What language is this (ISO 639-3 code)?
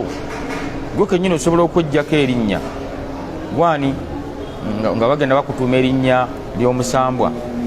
lug